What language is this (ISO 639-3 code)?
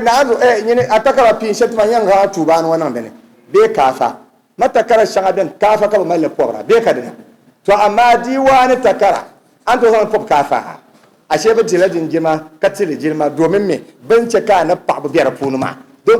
dag